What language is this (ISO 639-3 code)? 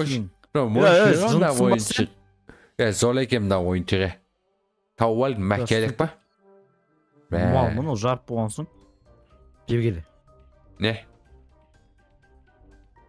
kaz